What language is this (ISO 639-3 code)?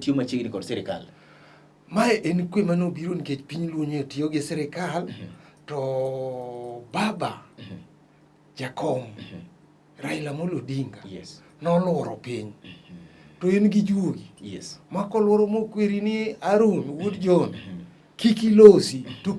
luo